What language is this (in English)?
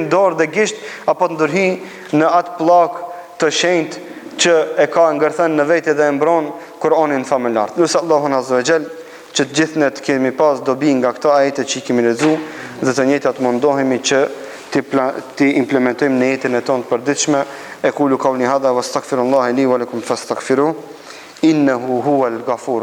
Albanian